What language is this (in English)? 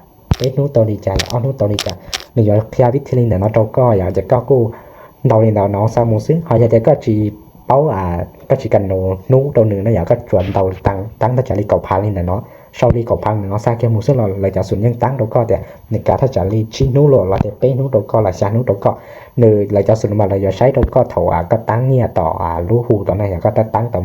Hmong